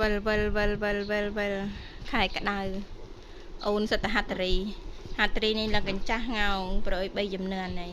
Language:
Khmer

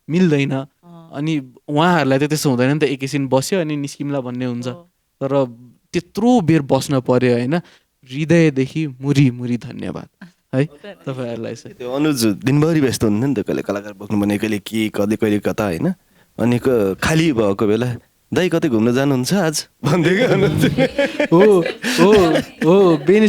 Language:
Nepali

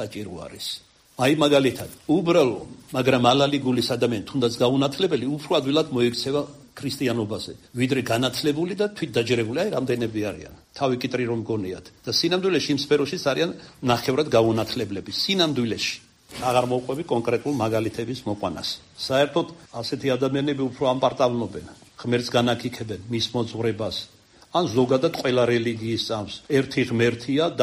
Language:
Georgian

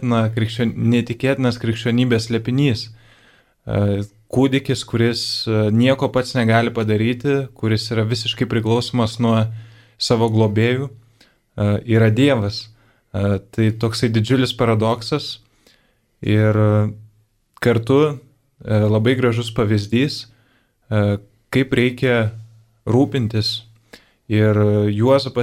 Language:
Lithuanian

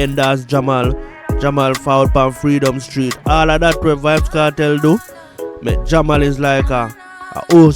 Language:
Jamaican Creole English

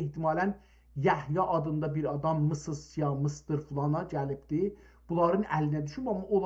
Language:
South Azerbaijani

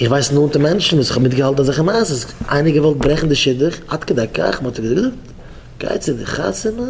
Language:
Yiddish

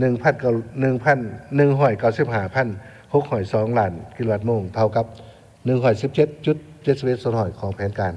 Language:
Lao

